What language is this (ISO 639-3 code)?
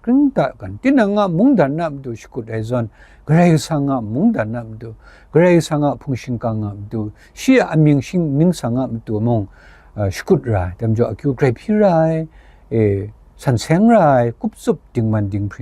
kac